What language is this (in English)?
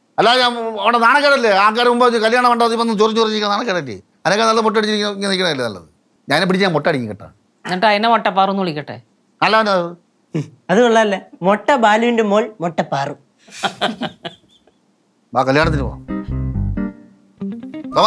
Malayalam